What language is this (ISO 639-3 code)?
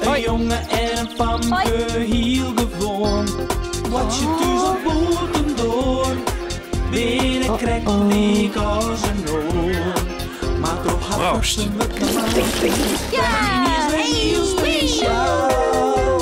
fry